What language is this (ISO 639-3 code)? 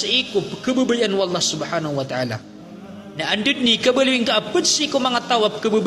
mrw